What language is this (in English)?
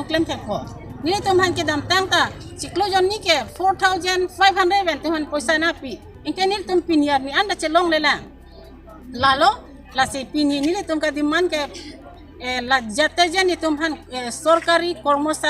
Karbi